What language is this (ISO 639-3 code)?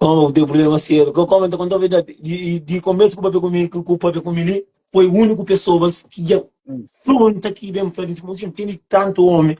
kea